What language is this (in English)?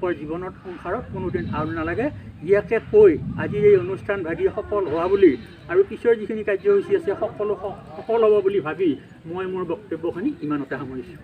Assamese